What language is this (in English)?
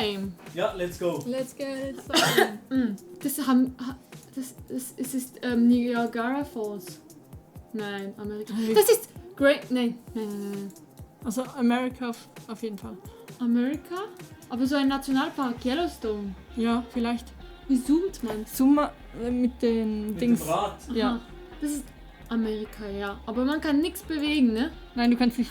Swiss German